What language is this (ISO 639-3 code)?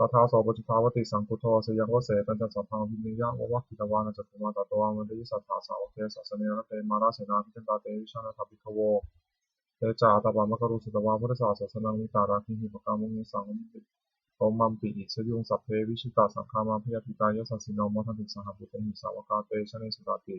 pli